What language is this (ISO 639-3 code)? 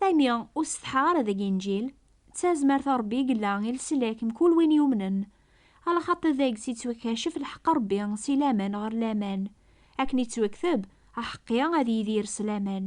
kab